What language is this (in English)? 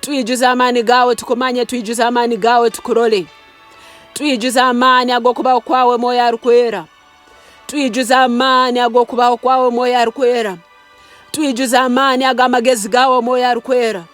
Nyankole